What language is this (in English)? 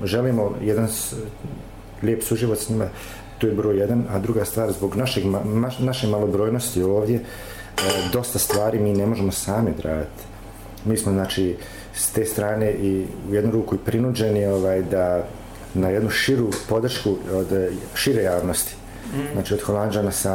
Bosnian